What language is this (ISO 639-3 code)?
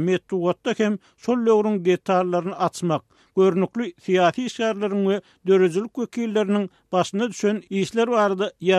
tuk